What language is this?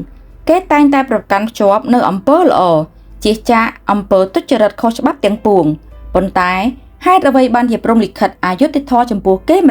Khmer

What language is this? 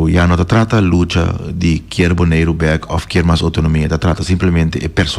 Papiamento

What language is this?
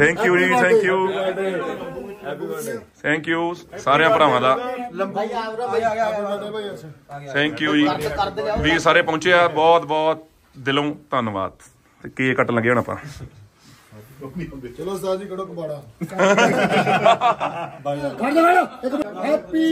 Punjabi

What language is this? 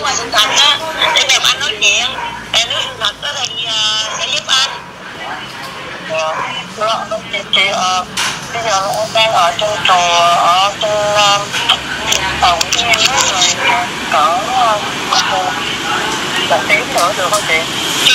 Vietnamese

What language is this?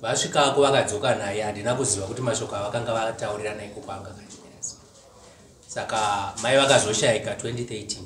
Shona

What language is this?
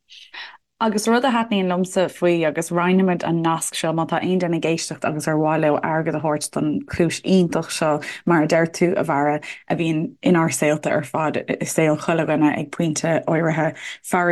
Irish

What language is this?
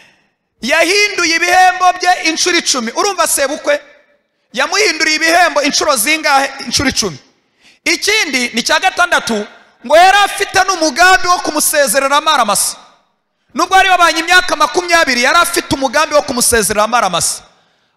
Kinyarwanda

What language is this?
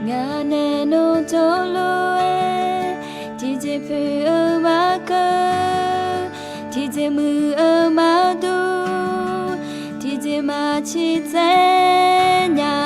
Akha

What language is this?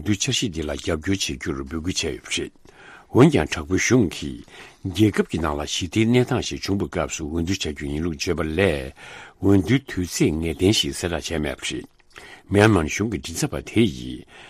Tibetan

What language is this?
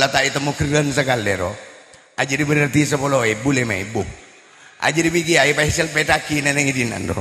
Madurese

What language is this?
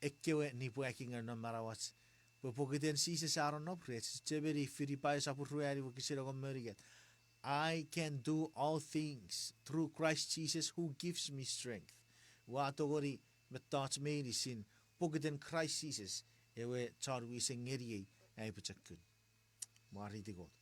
Chuukese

